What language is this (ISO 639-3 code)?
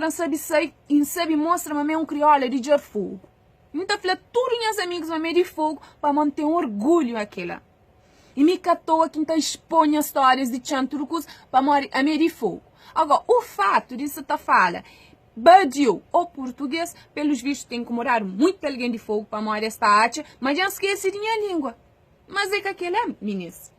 kea